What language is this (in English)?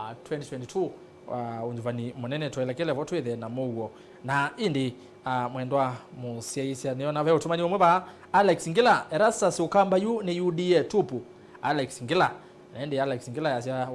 Kamba